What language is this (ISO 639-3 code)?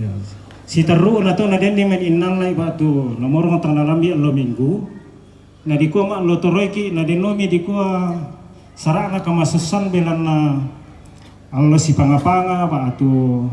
sda